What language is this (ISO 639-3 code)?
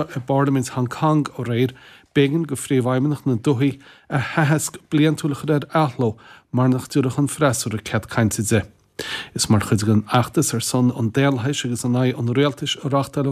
gle